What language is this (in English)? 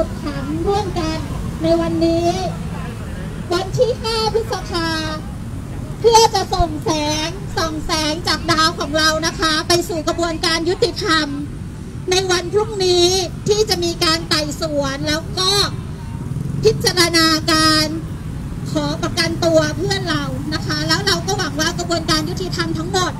Thai